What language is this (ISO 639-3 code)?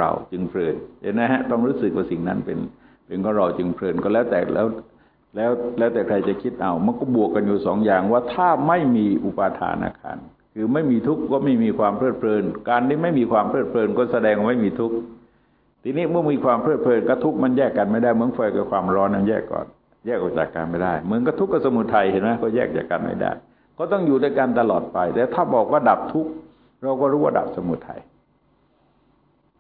tha